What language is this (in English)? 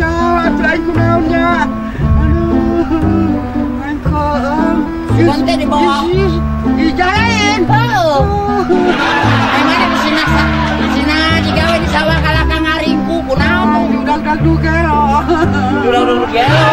Sundanese